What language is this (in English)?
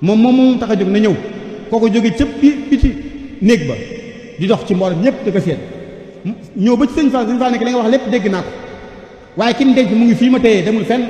Wolof